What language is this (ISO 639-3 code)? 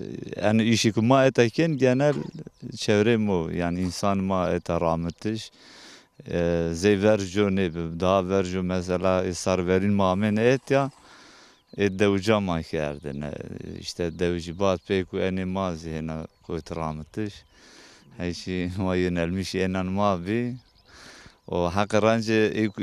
zza